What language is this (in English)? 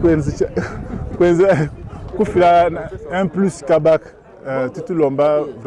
Lingala